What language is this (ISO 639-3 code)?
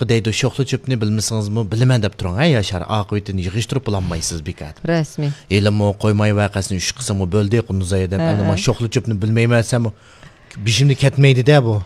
uig